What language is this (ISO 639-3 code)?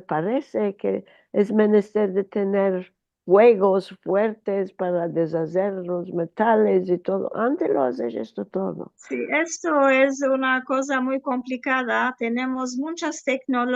lad